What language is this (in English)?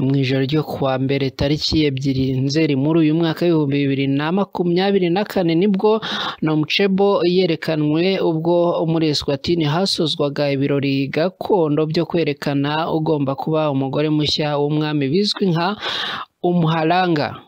Kinyarwanda